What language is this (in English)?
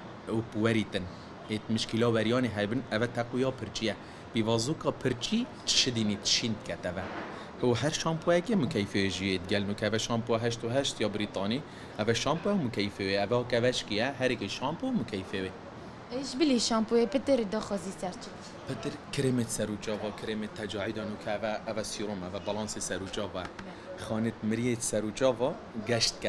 Kurdish